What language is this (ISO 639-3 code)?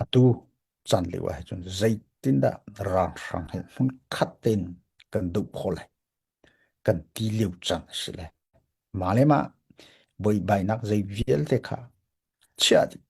cnh